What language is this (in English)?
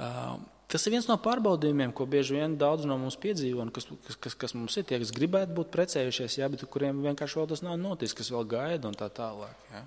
Latvian